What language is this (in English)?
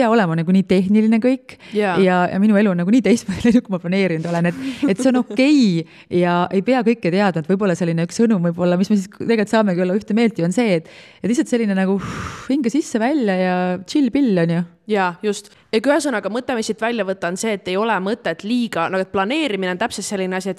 Estonian